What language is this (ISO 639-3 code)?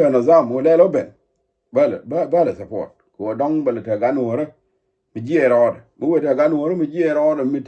nus